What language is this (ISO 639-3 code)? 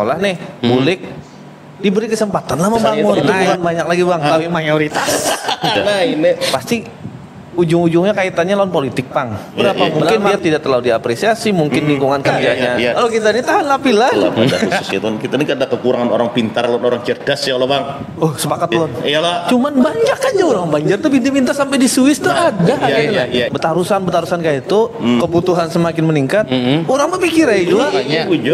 bjn